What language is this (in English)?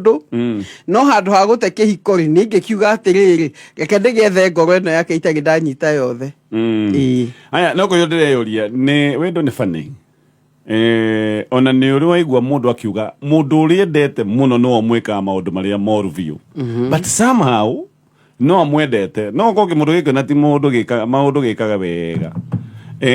Kikuyu